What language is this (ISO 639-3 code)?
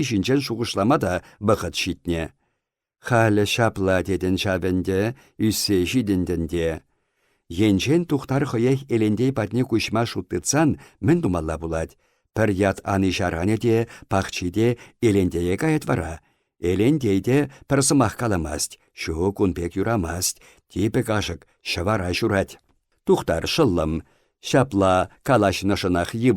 chv